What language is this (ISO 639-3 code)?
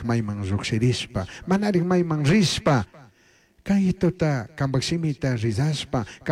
qug